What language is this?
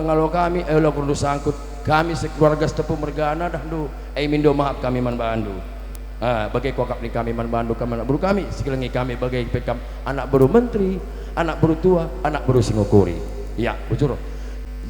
Batak Karo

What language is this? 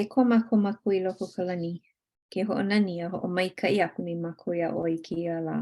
Hawaiian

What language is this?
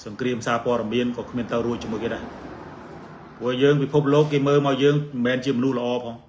Khmer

